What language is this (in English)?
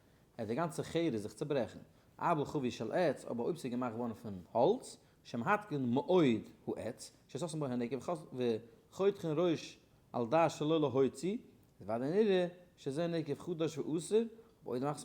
Yiddish